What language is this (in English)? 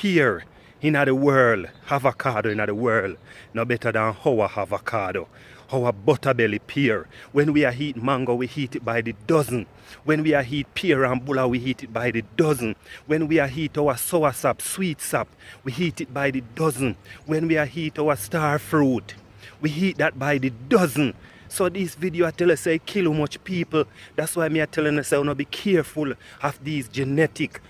Jamaican Creole English